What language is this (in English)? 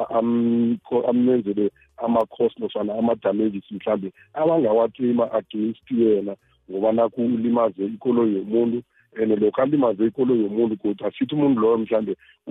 South Ndebele